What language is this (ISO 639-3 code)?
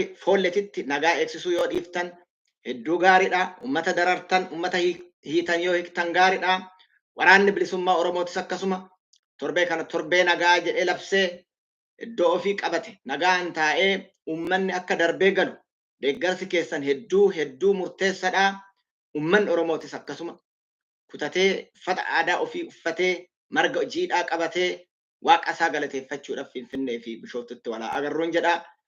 orm